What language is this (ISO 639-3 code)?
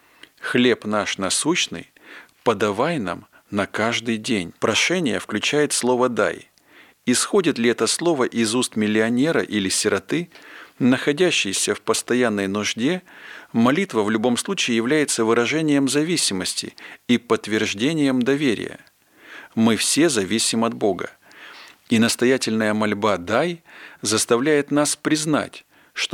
rus